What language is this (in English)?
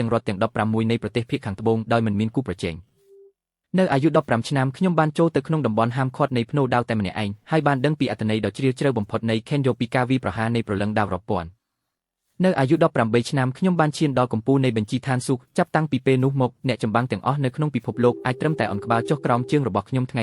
Khmer